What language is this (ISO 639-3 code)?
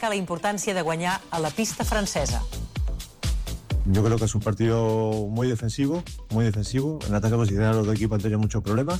cat